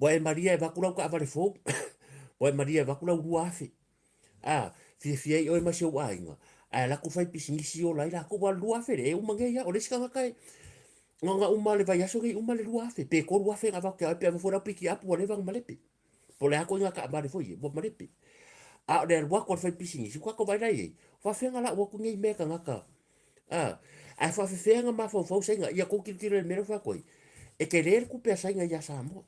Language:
Samoan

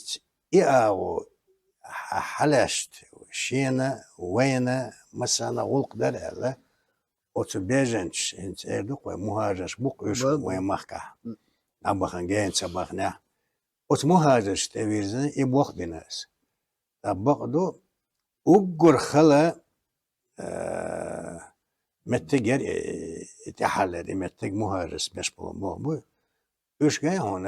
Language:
Chechen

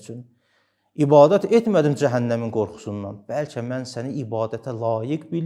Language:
Azerbaijani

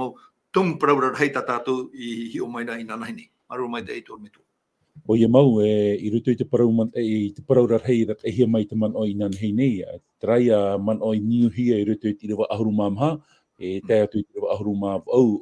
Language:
Tahitian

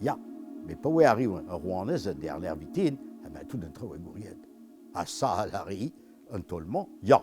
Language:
Breton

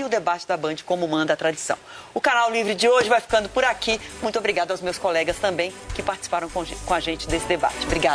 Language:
Portuguese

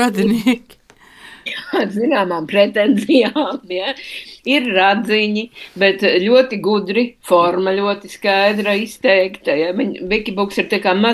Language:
Latvian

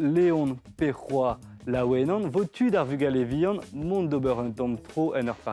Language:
Breton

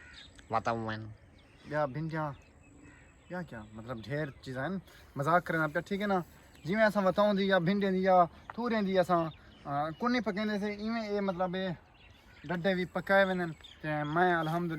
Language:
Saraiki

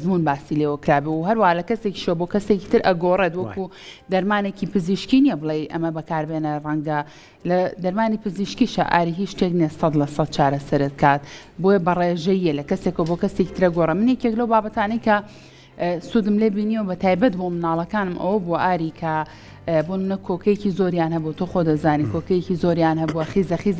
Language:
Central Kurdish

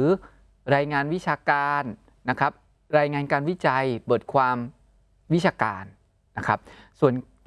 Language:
Thai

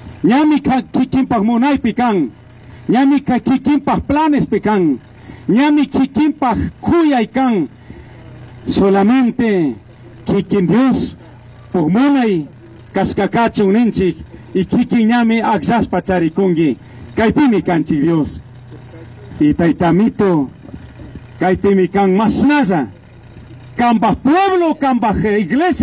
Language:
Chimborazo Highland Quichua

